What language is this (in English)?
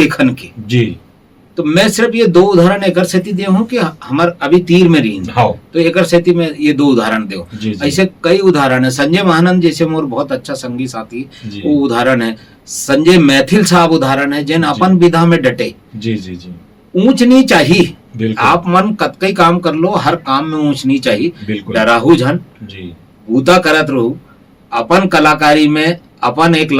Chhattisgarhi